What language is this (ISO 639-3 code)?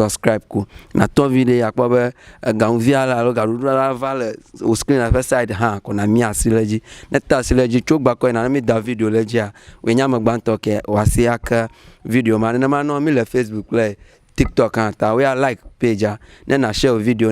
ewe